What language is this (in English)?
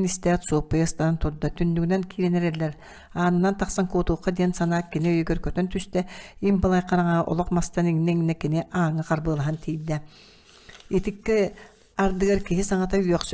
Yakut